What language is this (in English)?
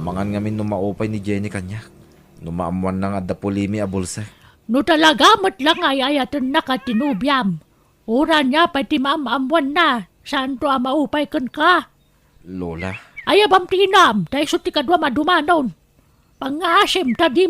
Iloko